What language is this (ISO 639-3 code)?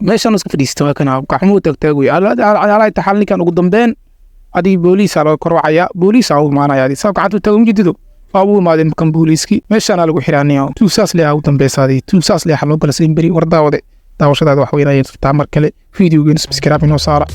som